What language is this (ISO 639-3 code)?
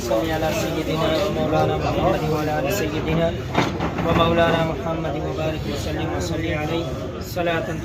phr